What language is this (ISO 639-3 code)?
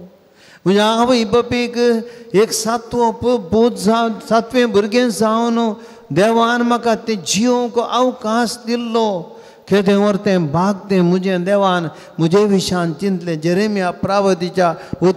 kok